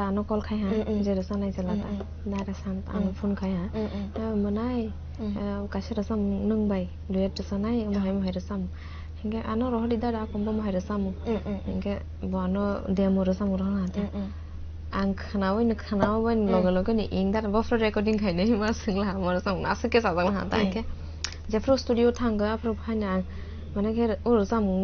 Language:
Kok Borok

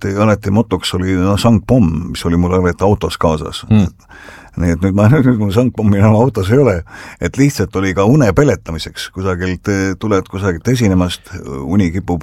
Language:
Estonian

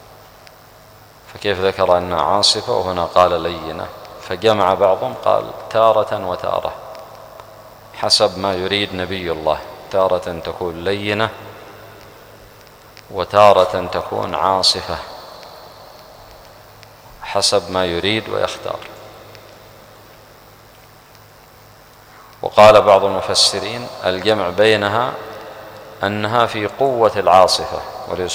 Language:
Arabic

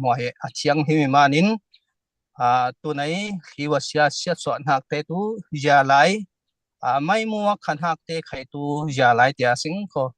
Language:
Falam Chin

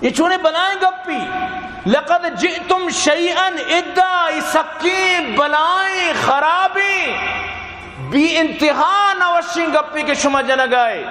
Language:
Baluchi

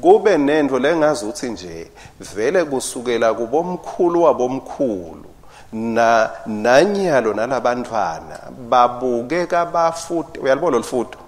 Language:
Swati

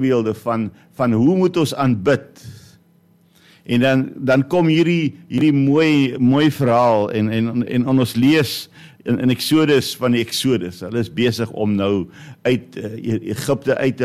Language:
Afrikaans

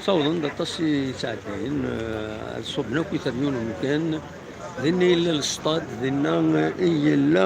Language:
Kabyle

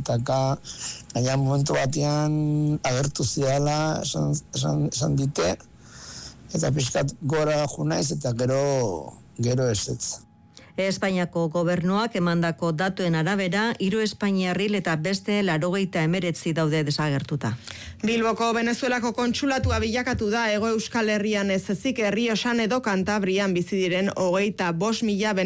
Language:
Basque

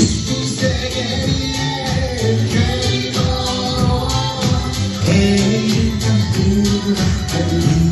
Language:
Yakut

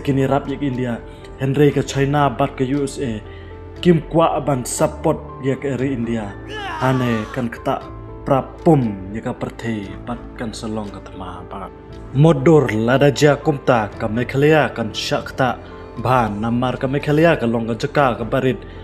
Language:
Khasi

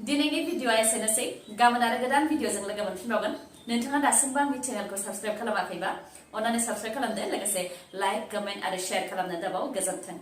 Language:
Bodo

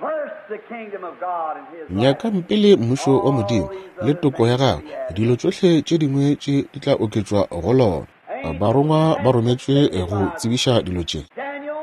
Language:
Northern Sotho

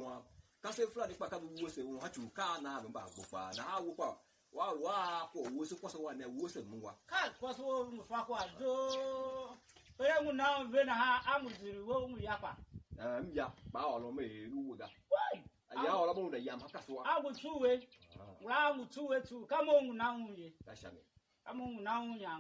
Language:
Tiv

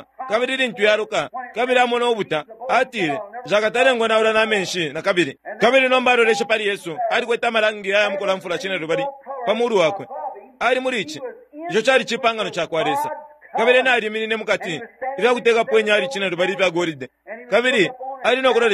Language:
Bemba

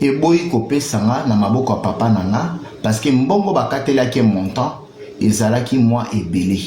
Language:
Lingala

